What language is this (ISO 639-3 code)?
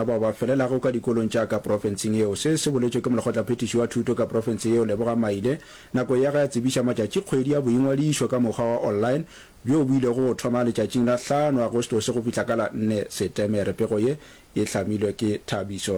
nso